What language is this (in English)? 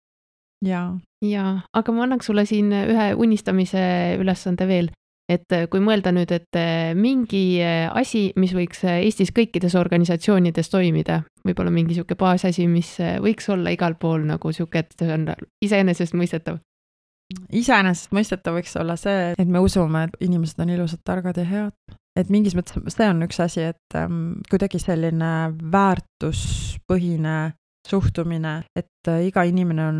Estonian